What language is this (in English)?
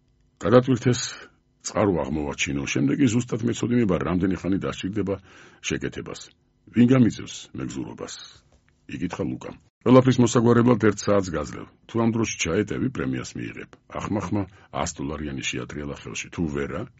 Georgian